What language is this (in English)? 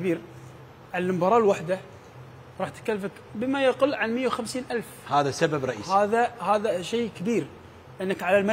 Mesopotamian Arabic